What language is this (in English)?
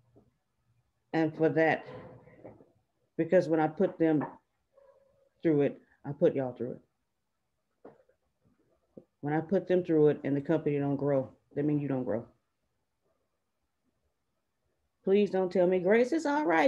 English